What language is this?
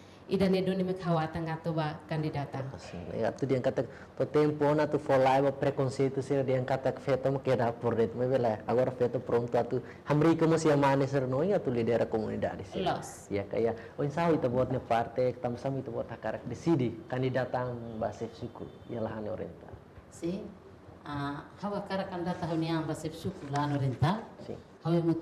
Tetum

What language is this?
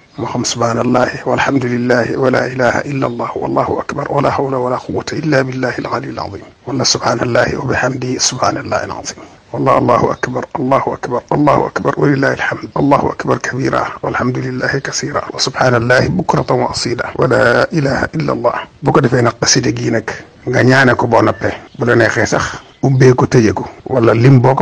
Wolof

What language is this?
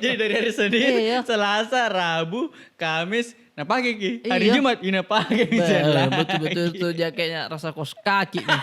Makassar Malay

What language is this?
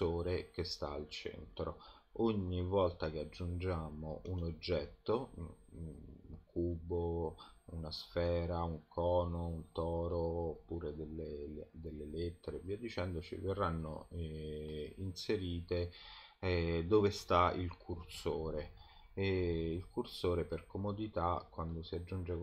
Italian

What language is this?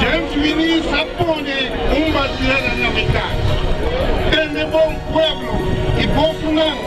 Papiamento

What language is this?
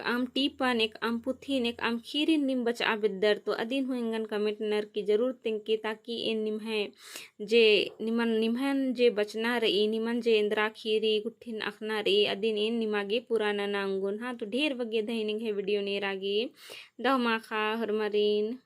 Kurukh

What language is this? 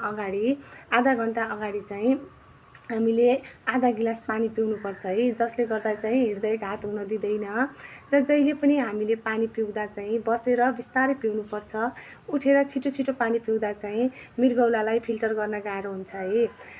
Nepali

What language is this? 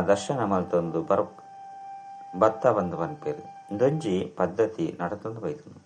Tulu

